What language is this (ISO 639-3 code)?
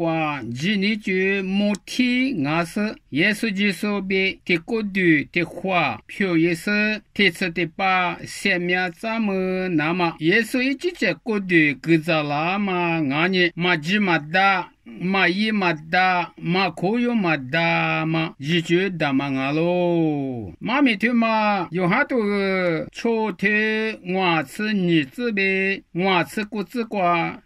lis